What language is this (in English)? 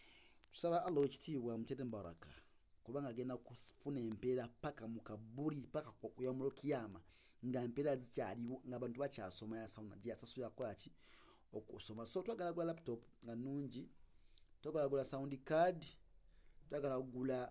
Ganda